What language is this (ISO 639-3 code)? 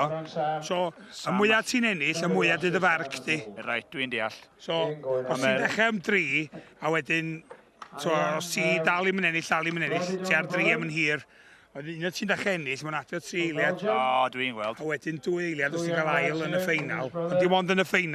cym